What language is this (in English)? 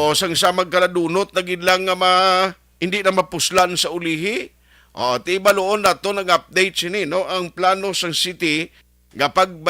Hiligaynon